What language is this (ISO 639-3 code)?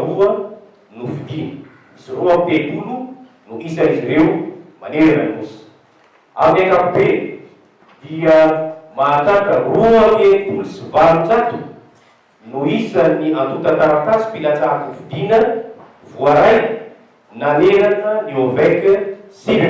mlg